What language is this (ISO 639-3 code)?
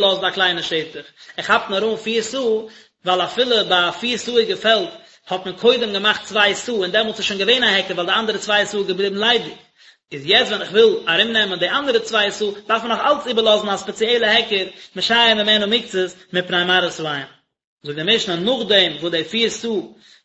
yid